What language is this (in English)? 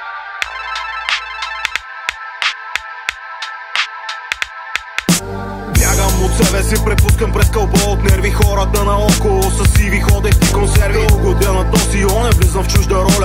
Bulgarian